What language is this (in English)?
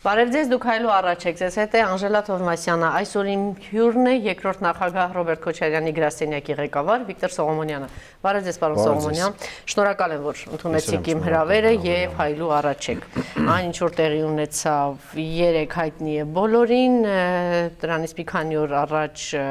Armenian